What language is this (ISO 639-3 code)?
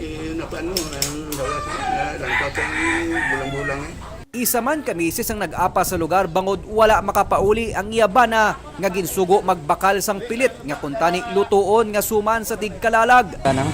hil